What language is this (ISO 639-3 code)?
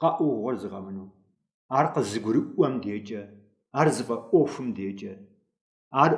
kbd